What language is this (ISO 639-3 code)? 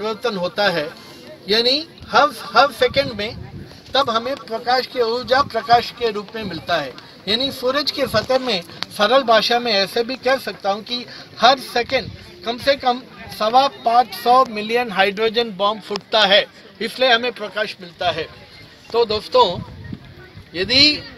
mar